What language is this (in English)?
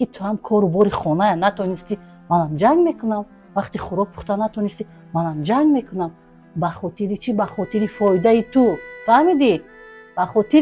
Tajik